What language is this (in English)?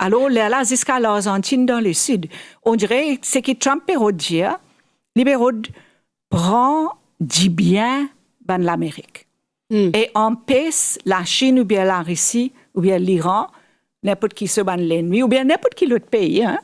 Morisyen